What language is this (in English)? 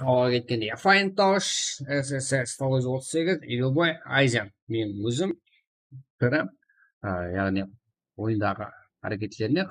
Kara-Kalpak